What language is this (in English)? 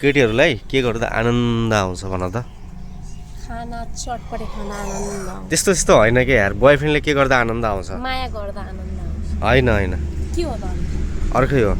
Nepali